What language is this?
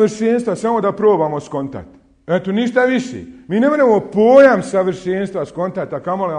Bosnian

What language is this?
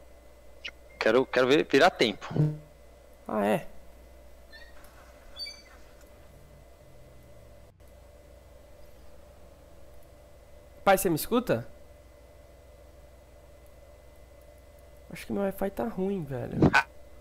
Portuguese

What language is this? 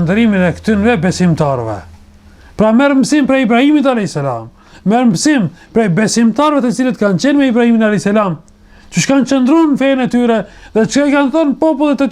Albanian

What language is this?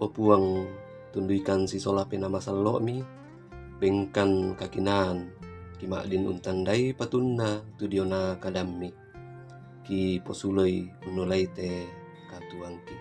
Toraja-Sa'dan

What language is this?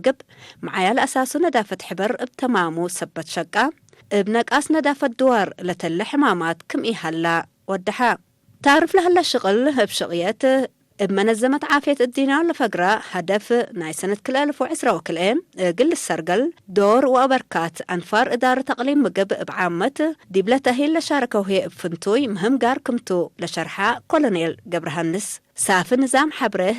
Tigre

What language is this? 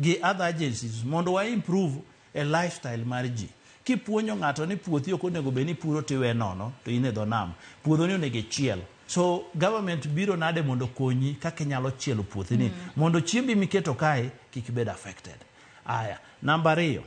Luo (Kenya and Tanzania)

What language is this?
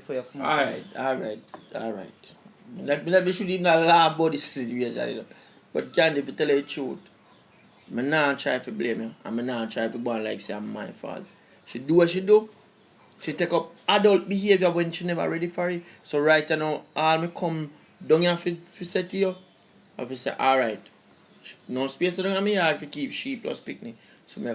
Jamaican Creole English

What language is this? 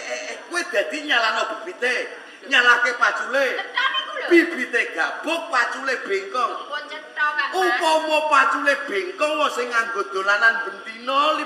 Javanese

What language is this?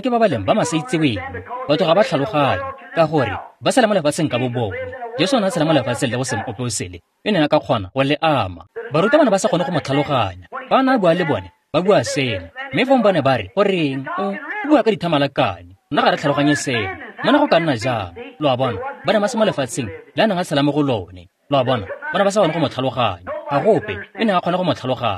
Tswana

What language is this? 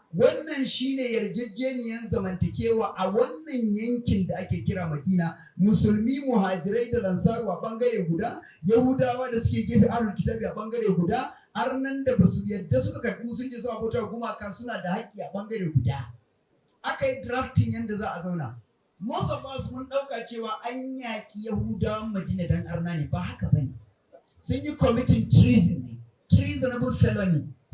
Hausa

